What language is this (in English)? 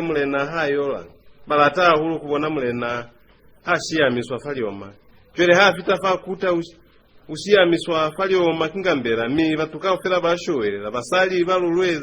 Lozi